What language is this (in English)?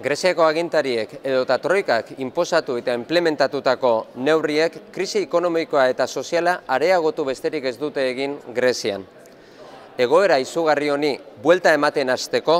Basque